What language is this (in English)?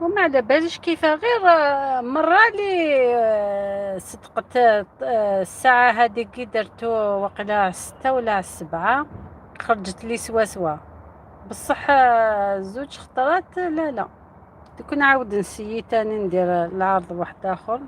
Algerian Arabic